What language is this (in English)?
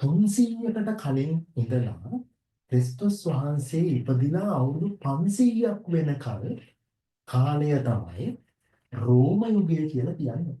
Sinhala